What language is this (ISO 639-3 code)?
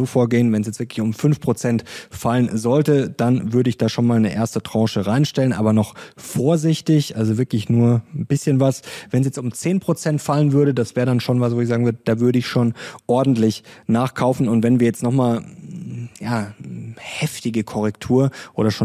deu